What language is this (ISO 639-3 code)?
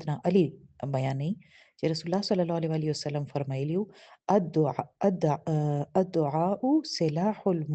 pus